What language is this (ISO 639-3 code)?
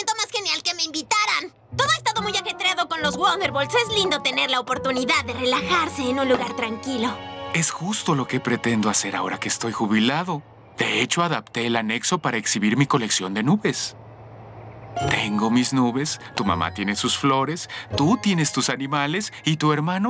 spa